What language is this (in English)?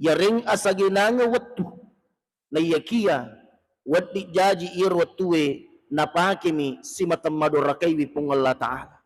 Buginese